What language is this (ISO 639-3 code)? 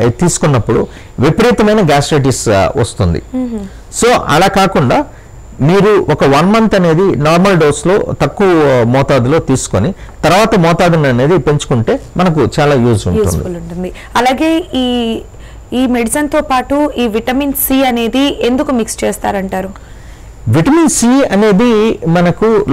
tel